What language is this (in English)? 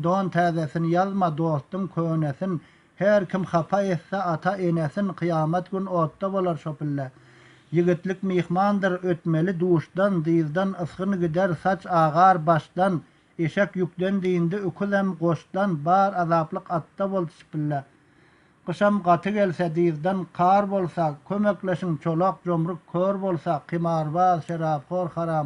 Turkmen